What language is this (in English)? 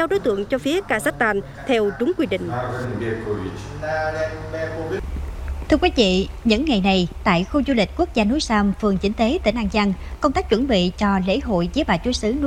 Vietnamese